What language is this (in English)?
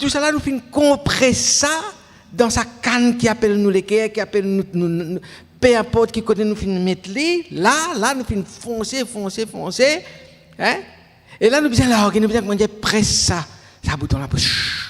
Morisyen